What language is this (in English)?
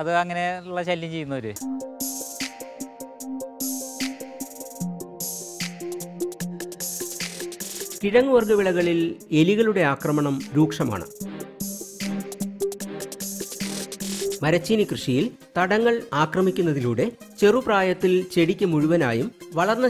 Malayalam